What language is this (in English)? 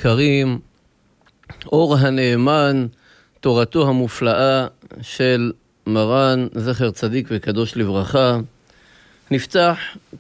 Hebrew